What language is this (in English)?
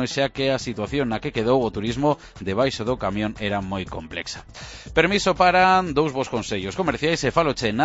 Galician